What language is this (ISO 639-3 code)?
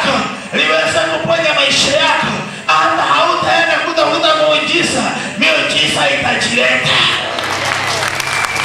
swa